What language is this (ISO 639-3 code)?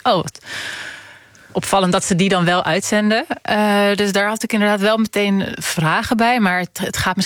nld